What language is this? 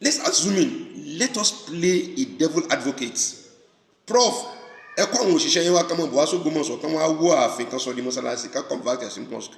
Yoruba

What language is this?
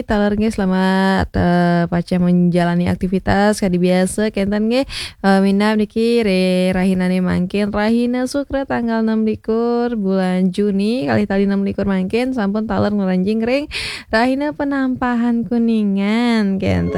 Balinese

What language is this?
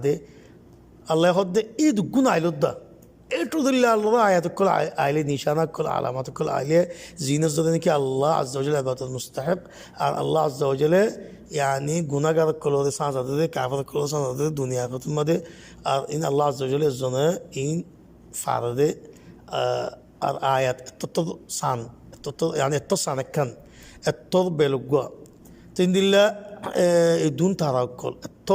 Rohingya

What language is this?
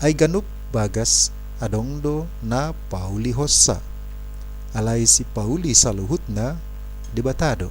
Batak Toba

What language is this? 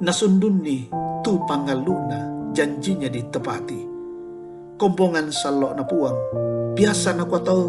Toraja-Sa'dan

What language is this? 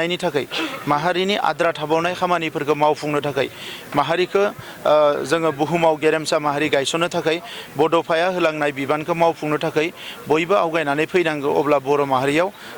Bodo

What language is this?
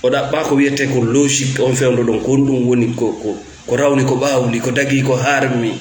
Fula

